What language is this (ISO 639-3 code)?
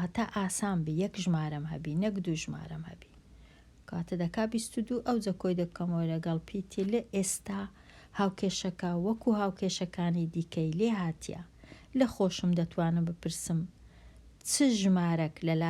ckb